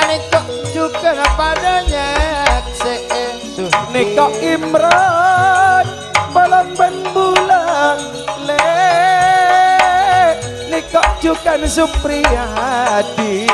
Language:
Madurese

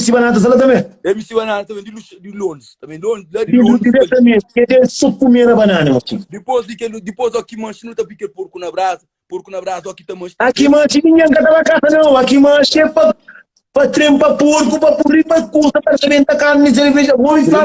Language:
Kabuverdianu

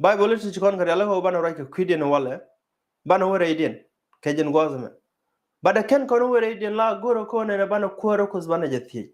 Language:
Nuer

